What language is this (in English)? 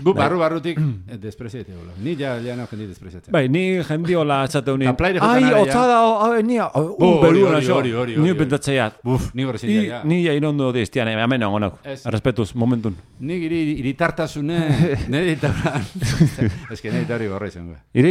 Basque